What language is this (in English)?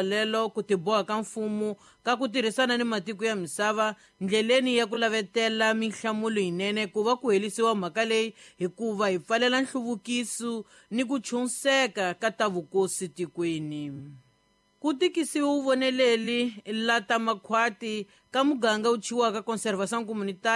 Tsonga